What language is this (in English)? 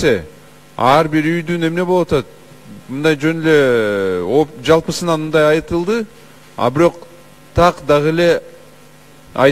Kyrgyz